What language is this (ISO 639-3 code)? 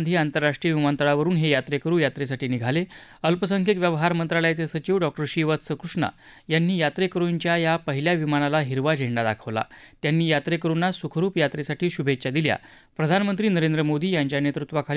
mar